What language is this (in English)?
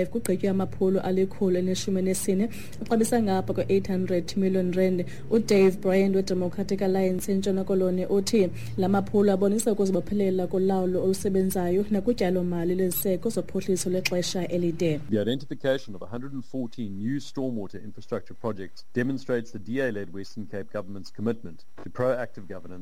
Xhosa